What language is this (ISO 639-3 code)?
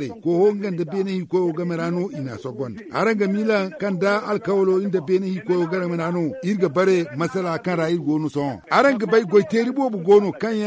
dje